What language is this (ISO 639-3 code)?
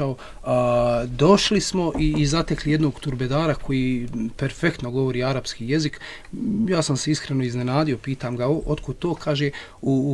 bos